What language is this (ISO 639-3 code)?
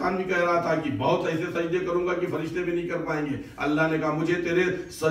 urd